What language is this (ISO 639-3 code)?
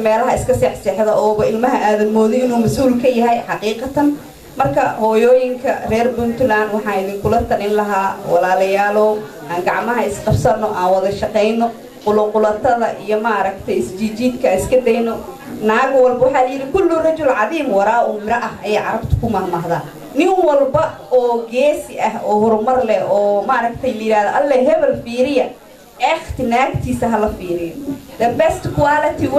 som